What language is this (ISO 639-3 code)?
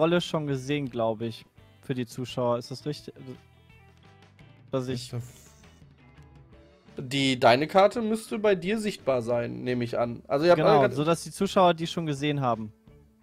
deu